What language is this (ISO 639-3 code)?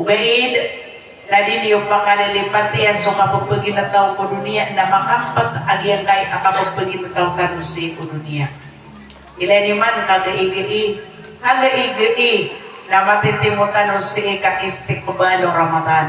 mrw